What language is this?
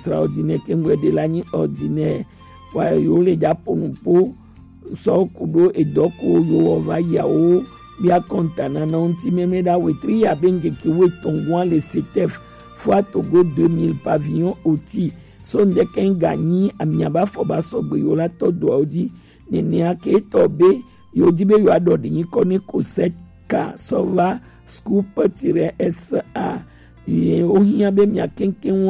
Gen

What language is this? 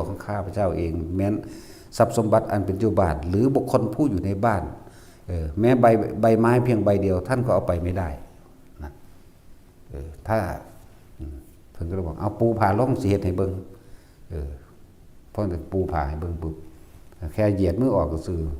Northeastern Thai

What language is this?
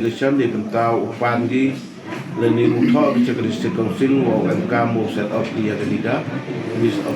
Pnar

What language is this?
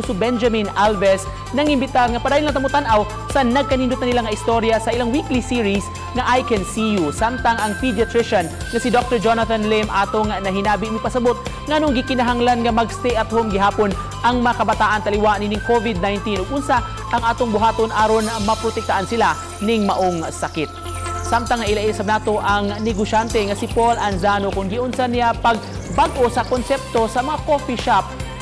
Cebuano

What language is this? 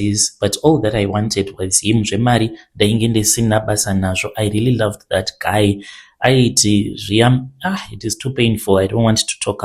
Shona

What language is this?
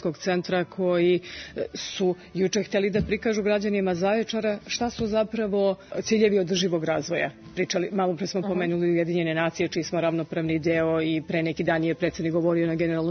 Serbian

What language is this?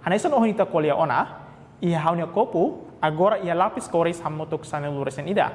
Tetum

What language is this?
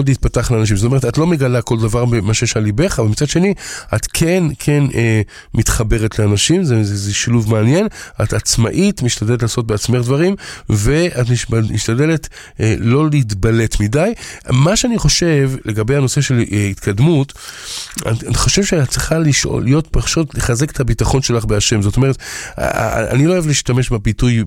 Hebrew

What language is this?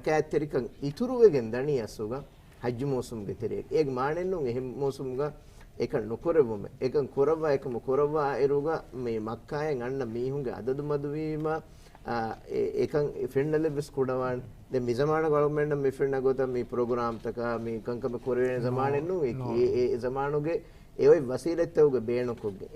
Divehi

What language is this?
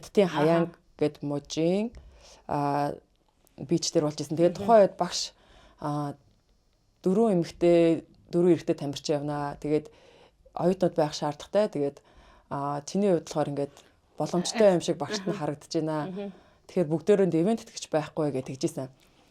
Mongolian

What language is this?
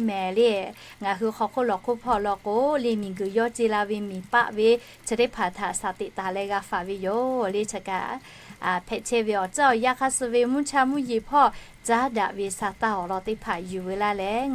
Lahu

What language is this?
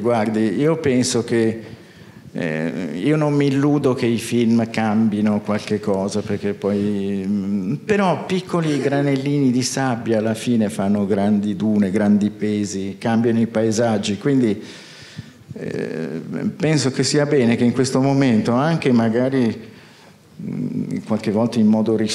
Italian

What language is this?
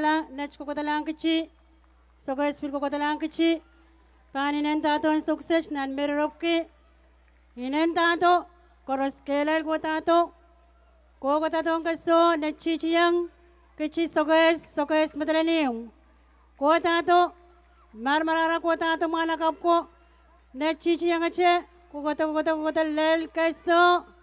Pohnpeian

